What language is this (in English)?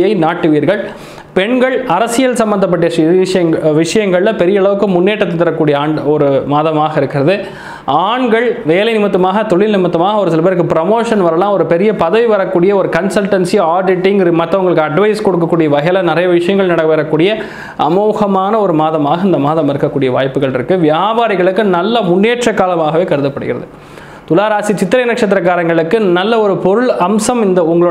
Tamil